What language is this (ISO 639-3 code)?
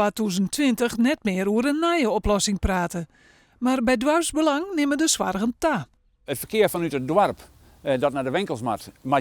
fry